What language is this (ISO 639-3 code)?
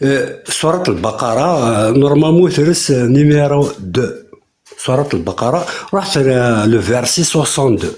kab